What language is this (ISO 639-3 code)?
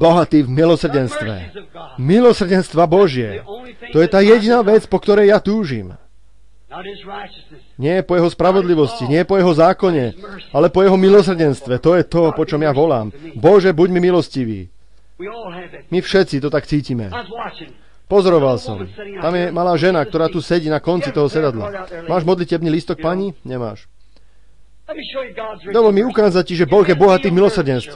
slk